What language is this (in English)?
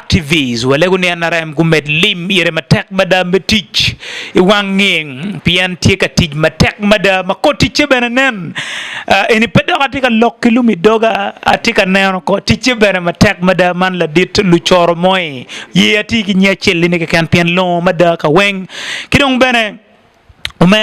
Acoli